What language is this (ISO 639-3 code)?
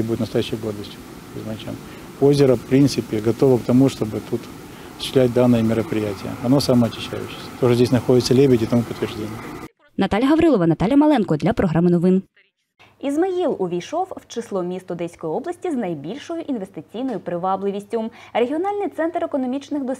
ukr